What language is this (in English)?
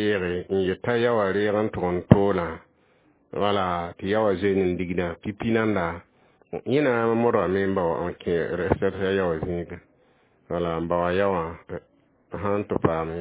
Mossi